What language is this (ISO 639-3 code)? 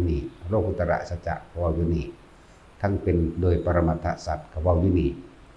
tts